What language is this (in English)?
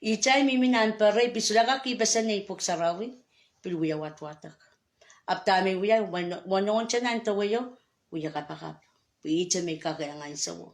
Pohnpeian